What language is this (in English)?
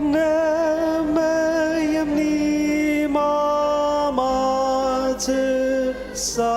Ao Naga